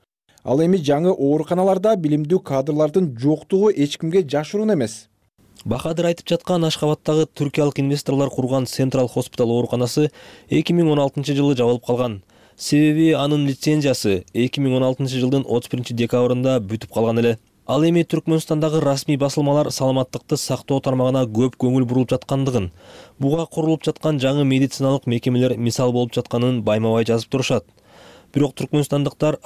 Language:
Kyrgyz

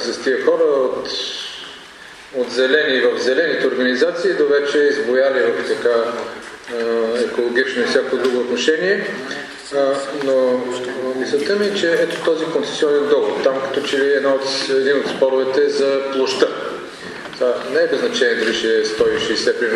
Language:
Bulgarian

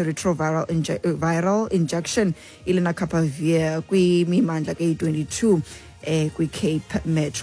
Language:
Xhosa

